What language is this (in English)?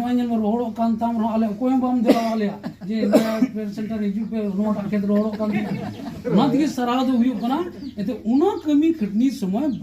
Santali